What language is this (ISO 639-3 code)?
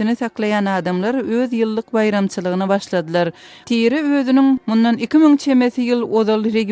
tuk